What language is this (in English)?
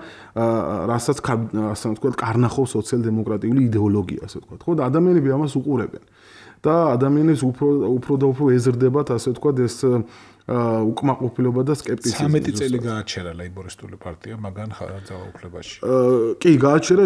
Georgian